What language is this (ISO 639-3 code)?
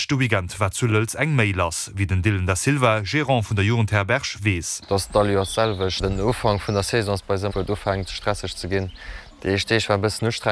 ltz